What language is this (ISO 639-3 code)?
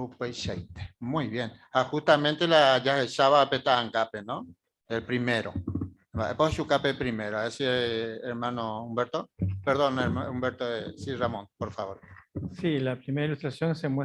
grn